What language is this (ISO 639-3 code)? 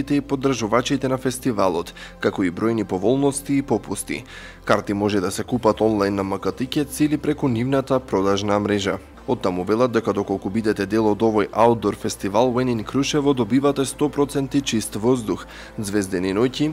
mkd